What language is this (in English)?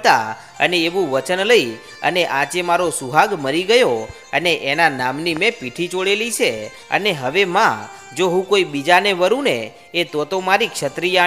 Gujarati